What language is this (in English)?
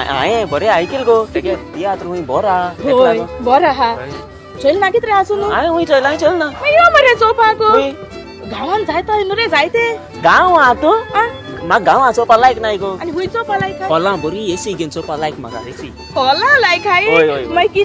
Konkani